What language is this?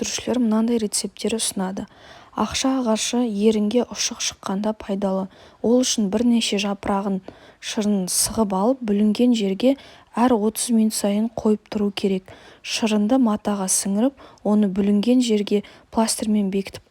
Kazakh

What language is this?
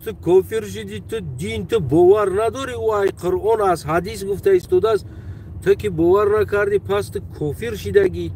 Tajik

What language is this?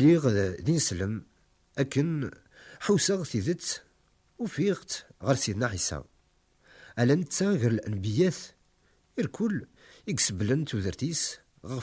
Kabyle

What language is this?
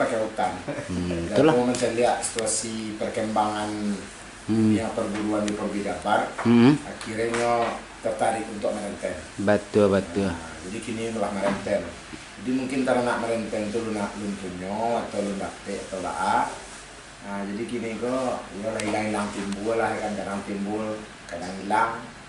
Minangkabau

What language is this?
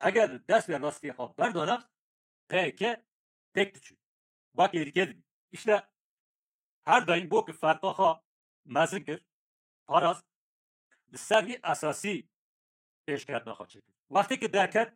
Kurdish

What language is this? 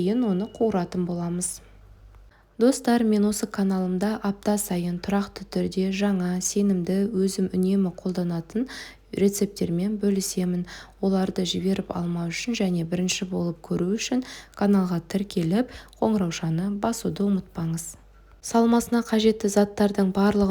Kazakh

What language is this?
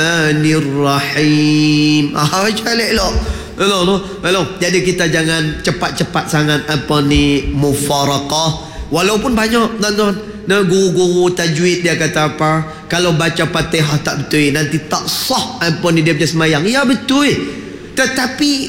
Malay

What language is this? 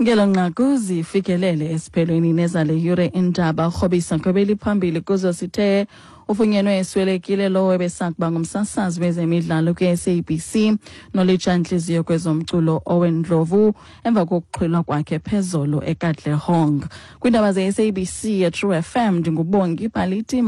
Xhosa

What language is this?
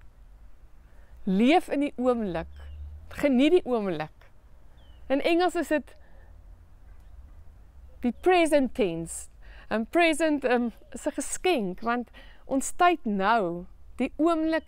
Afrikaans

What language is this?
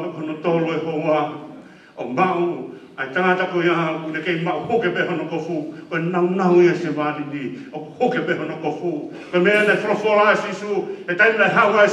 Tongan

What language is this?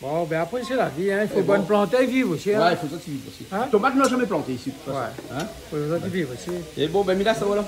Réunion Creole French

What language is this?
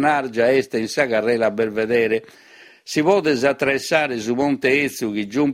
Sardinian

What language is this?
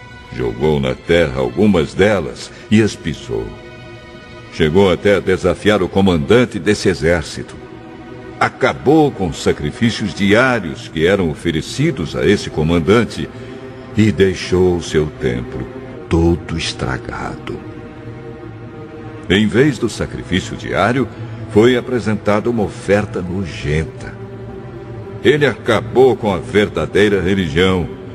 Portuguese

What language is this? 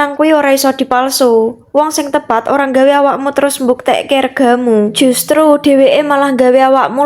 Javanese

